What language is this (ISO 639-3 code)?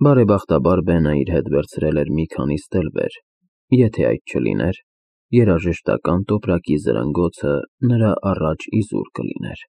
hye